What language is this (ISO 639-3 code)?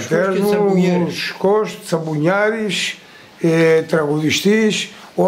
ell